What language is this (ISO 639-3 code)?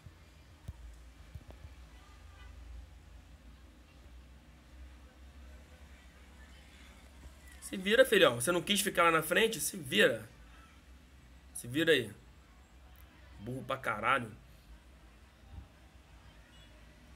por